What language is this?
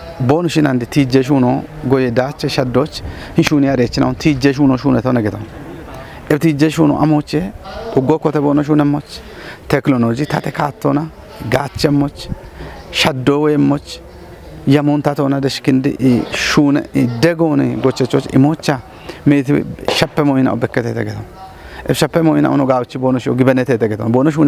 Kafa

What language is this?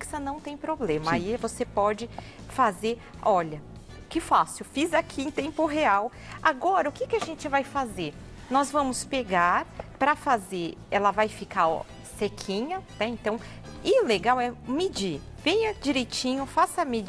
Portuguese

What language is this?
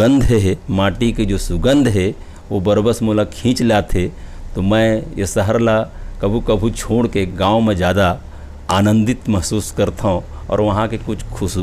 Chhattisgarhi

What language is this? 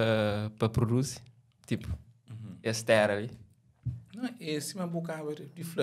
Kabuverdianu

